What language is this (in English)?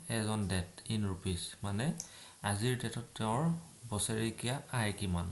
Assamese